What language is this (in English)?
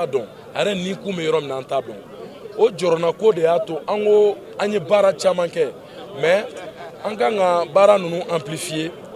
Bambara